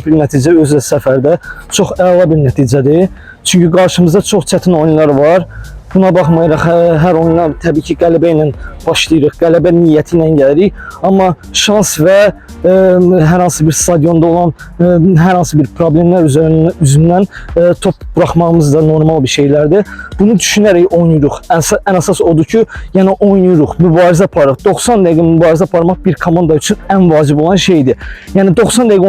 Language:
Azerbaijani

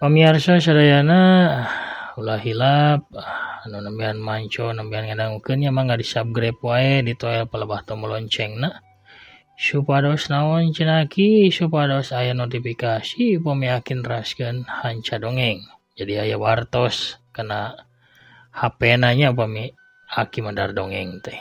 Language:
Sundanese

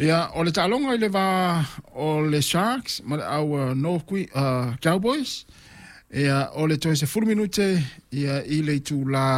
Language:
Samoan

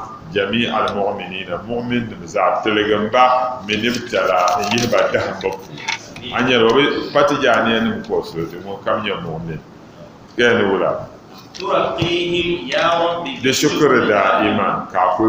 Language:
Dagbani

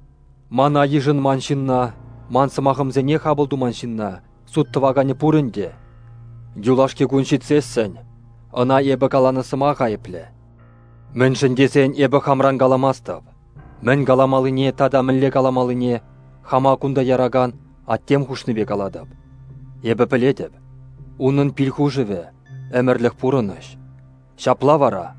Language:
Chuvash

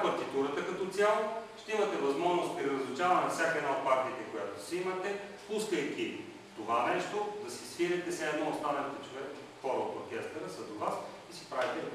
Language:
Bulgarian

